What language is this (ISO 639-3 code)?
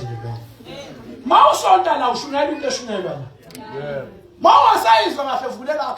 zul